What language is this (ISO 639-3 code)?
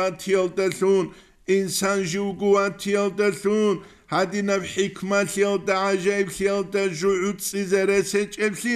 ava